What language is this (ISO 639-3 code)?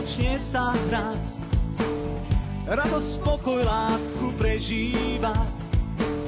slk